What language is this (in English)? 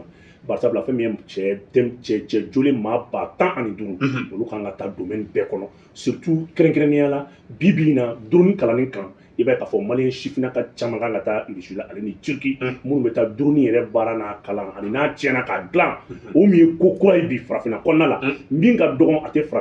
Bambara